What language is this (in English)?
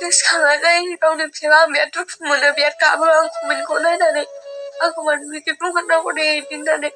Bodo